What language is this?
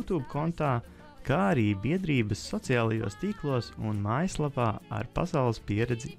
Latvian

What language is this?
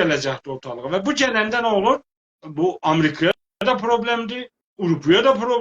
South Azerbaijani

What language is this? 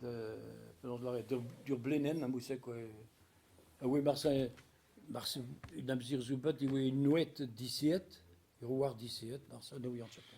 Breton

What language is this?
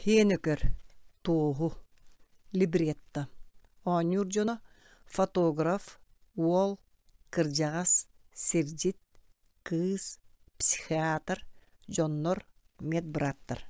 Yakut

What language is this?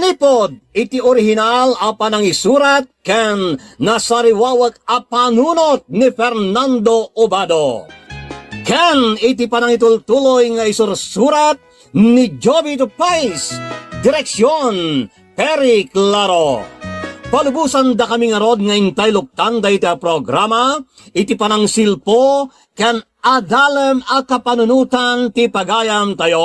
Iloko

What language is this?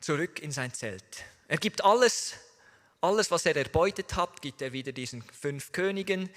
Swiss German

